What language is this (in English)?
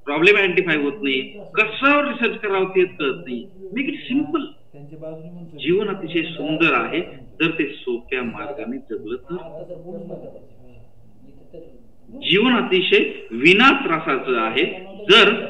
Marathi